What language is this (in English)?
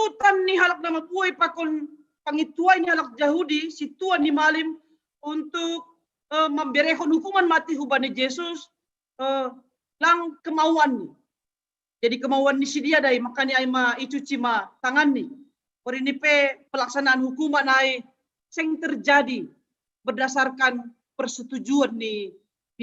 Batak Simalungun